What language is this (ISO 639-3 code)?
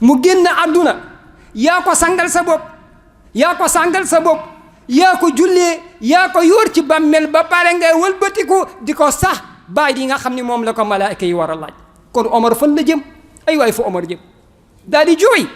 wol